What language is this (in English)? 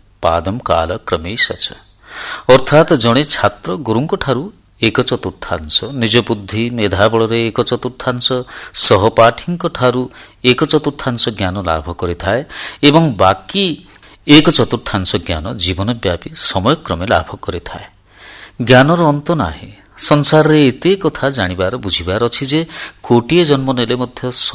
Odia